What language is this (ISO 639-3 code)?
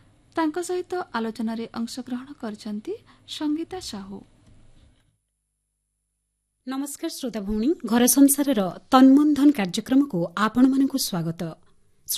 ori